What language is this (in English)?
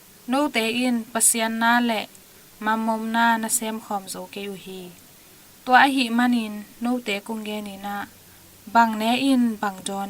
Tedim Chin